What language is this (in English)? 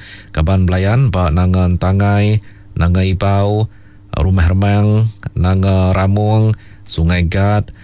Iban